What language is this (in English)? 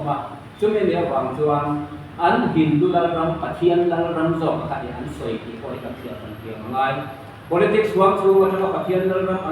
Mizo